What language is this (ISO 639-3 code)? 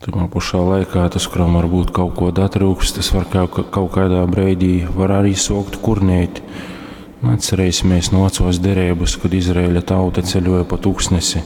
ltg